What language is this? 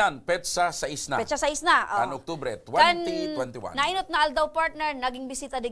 Bikol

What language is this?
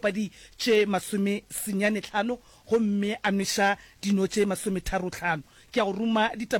Northern Sotho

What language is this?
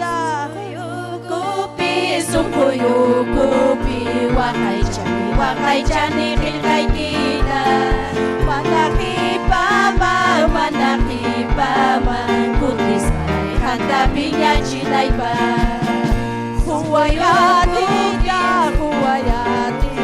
Ayacucho Quechua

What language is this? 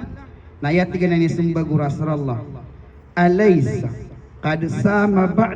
Maranao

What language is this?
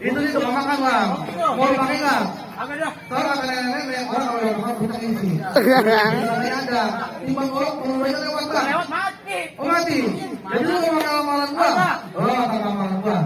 Betawi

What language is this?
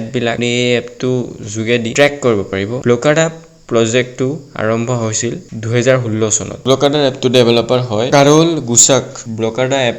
Assamese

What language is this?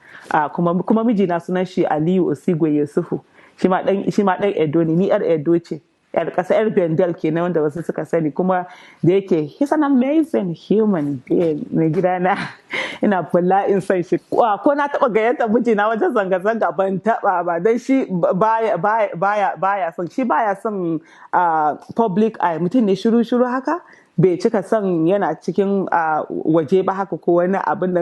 Hausa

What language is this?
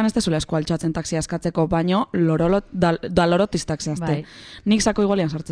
Basque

